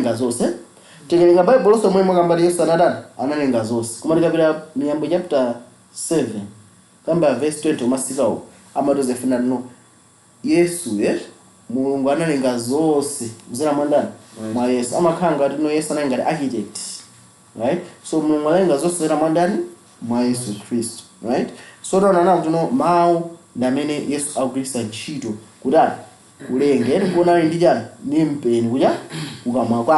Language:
Nyanja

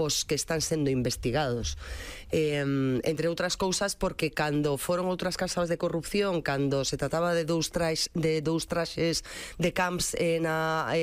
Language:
Galician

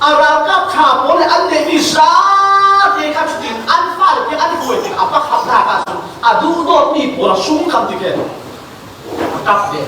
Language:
Falam Chin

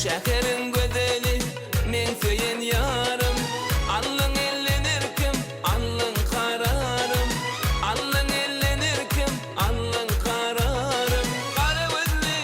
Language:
Turkmen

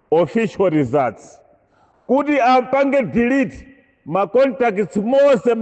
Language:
Nyanja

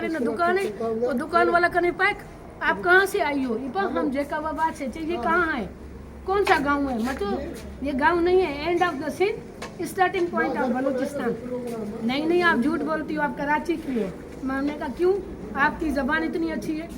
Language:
Brahui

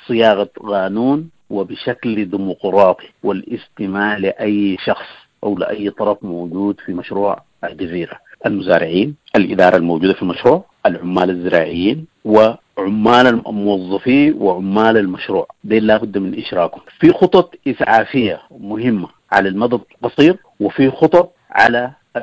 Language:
Sudanese Arabic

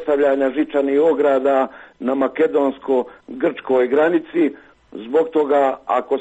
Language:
Croatian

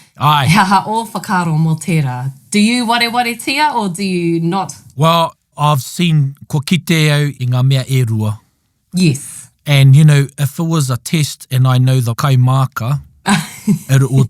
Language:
Māori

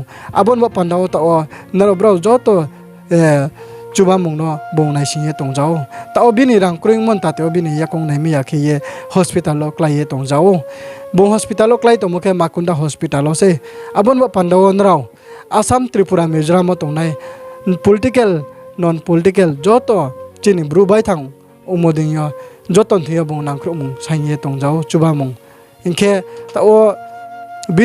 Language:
Riang (India)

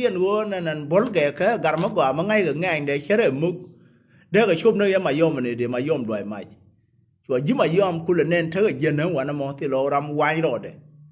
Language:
Nuer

